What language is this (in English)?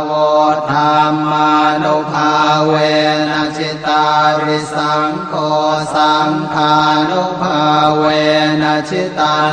Pali